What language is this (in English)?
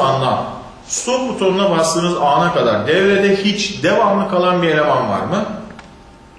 Turkish